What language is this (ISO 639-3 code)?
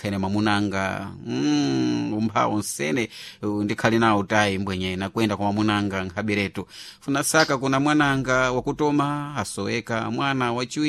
seh